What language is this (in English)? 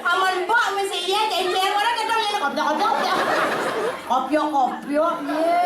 Balinese